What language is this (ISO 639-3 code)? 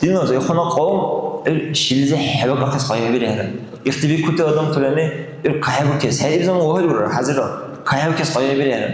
dar